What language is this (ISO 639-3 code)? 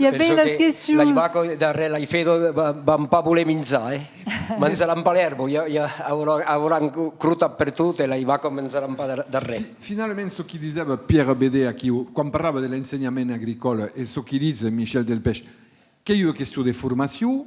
oci